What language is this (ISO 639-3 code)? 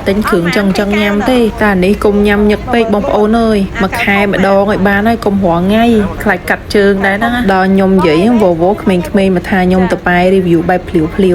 khm